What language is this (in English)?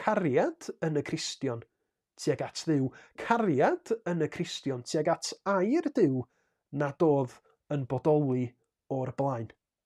Welsh